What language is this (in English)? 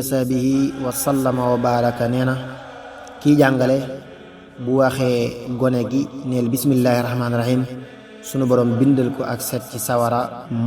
Wolof